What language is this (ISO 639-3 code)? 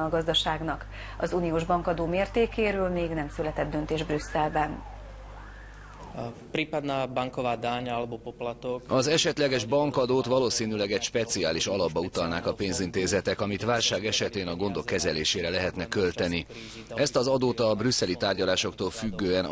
hun